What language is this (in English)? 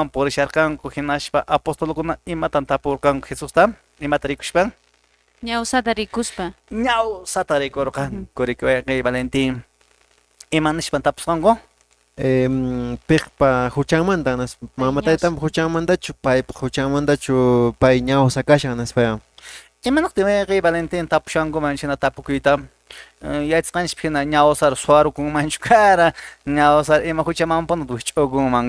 Quechua